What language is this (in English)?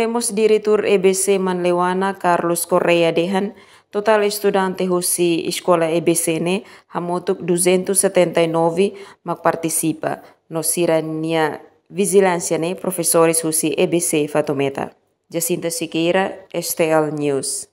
Tetum